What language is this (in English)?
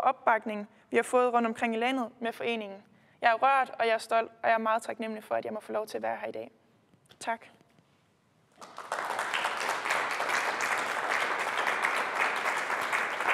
Danish